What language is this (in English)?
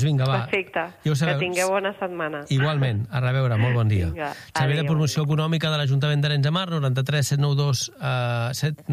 Catalan